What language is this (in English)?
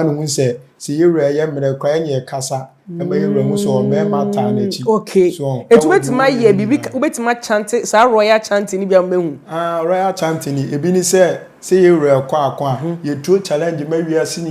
Akan